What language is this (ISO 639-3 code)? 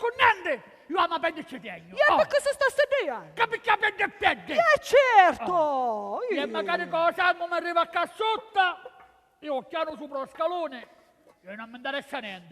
scn